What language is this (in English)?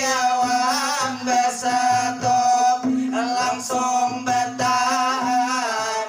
Banjar